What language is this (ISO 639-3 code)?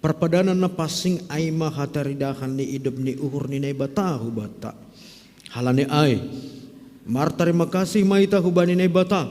bts